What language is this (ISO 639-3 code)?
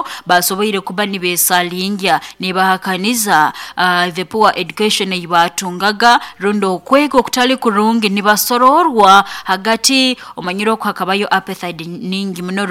nyo